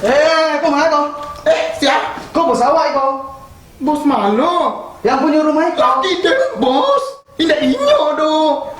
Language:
Minangkabau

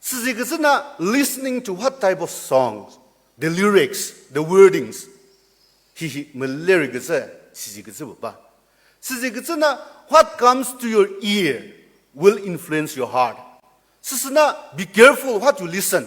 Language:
Chokri Naga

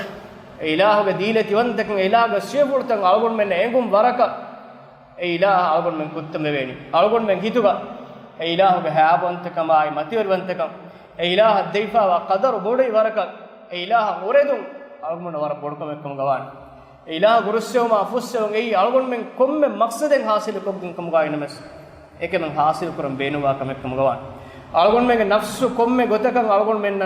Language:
Divehi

